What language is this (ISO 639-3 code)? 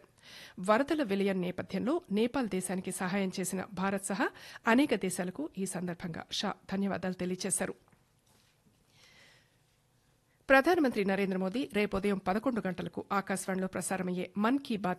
tel